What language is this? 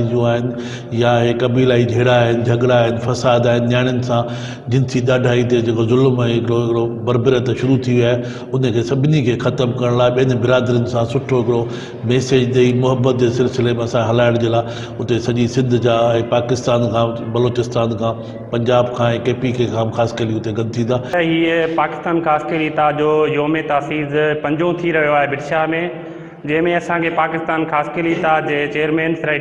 Sindhi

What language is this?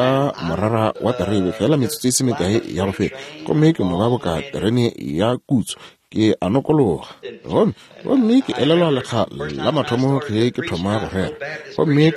Northern Sotho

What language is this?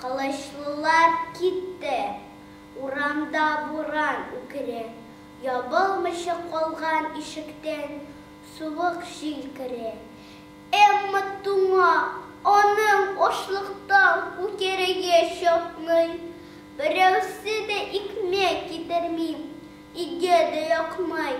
Tatar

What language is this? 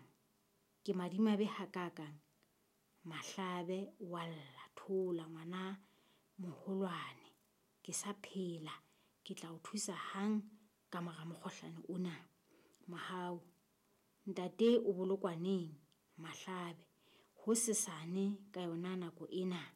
Southern Sotho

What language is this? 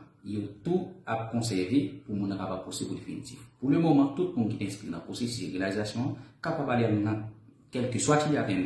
Haitian Creole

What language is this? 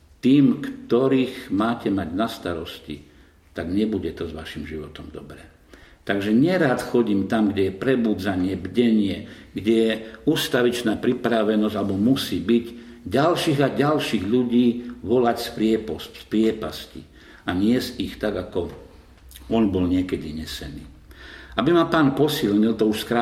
Slovak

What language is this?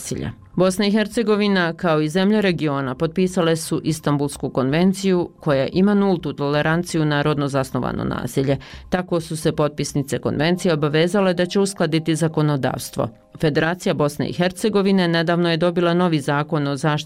Bosnian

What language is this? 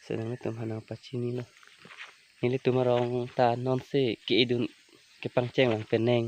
Karbi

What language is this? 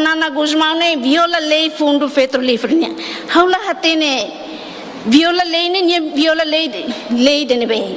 Tetum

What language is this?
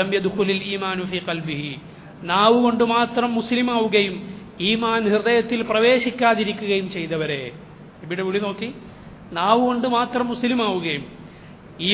Malayalam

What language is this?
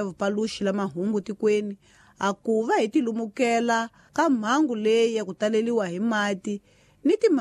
Tsonga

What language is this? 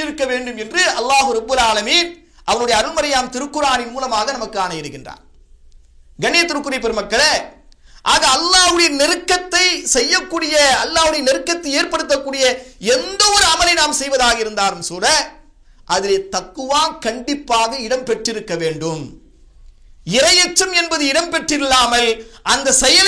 Tamil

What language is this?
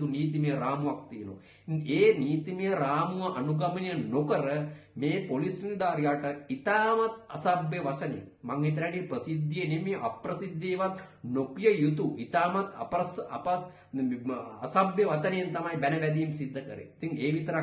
Sinhala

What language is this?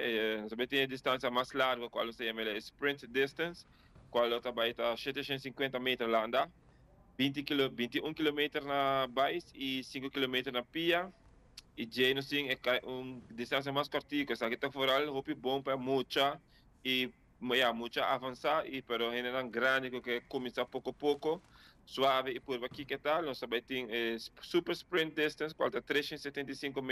Papiamento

